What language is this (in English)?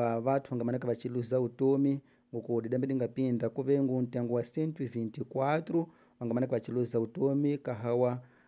Tsonga